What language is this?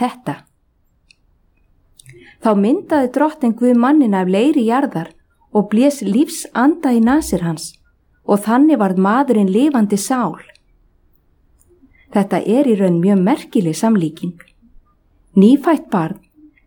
Icelandic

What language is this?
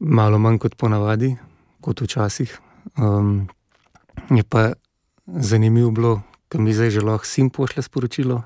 Slovenian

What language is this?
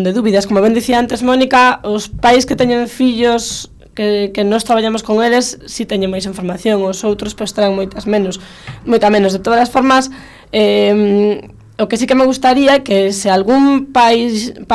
Galician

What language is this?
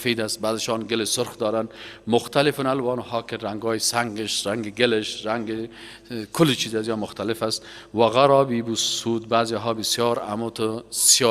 Persian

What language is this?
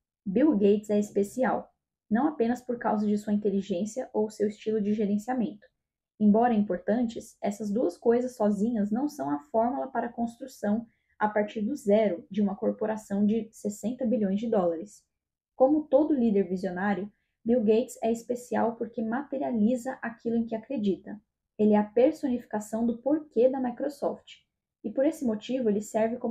Portuguese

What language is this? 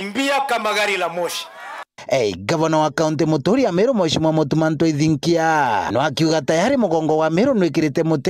Meru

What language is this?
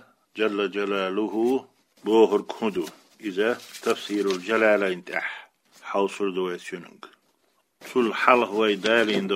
Chechen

